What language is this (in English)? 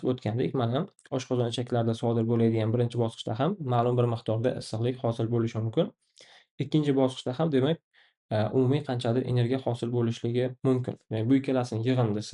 Uzbek